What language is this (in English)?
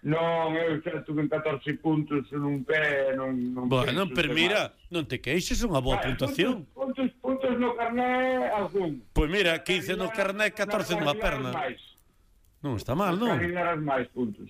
Galician